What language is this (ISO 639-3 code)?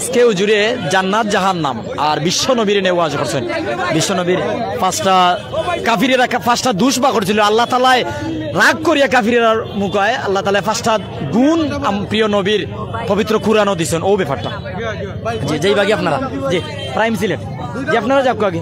syl